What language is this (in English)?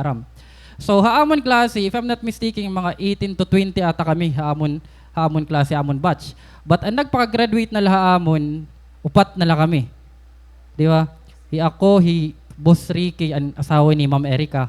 Waray